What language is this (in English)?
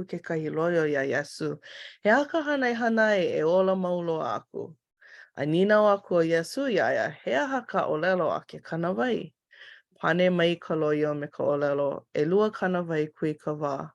Hawaiian